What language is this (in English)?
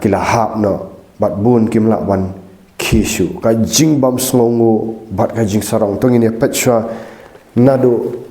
Khasi